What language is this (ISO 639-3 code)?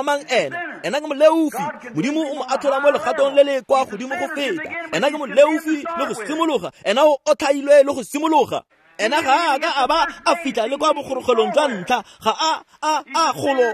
tsn